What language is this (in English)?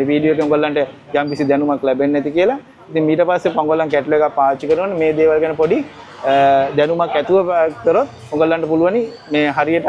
Sinhala